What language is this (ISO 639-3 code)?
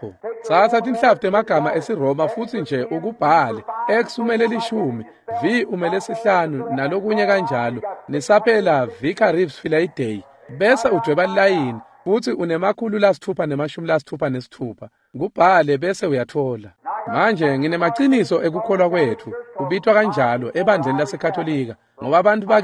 ssw